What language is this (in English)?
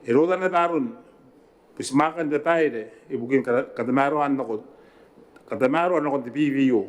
Gilbertese